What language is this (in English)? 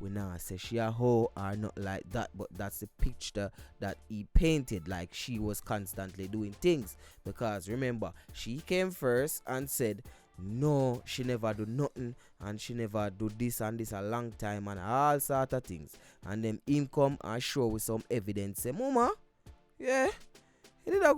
Jamaican Creole English